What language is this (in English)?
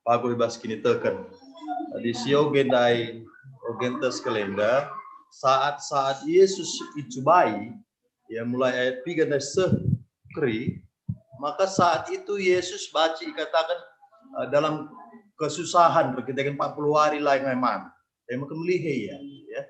Batak Karo